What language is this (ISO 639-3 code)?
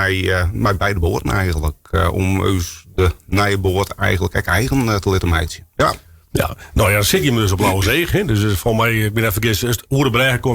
fry